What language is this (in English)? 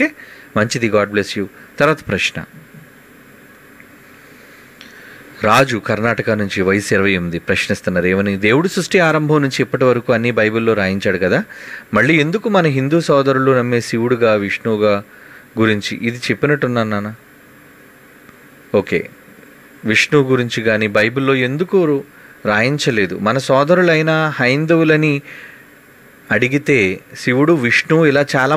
Telugu